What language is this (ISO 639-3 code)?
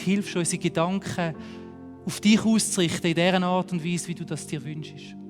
gsw